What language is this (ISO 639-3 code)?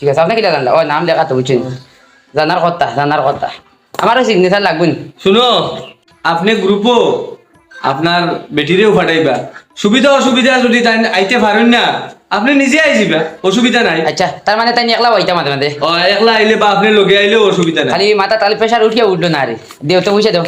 syl